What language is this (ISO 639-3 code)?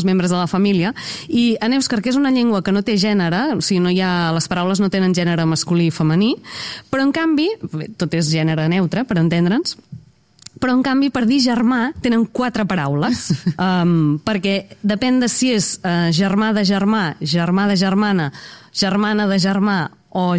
cat